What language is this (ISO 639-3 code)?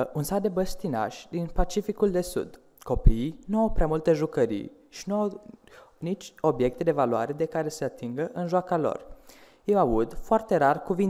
ron